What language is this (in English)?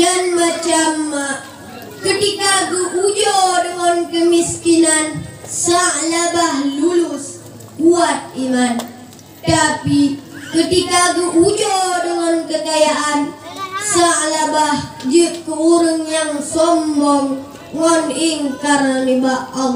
Achinese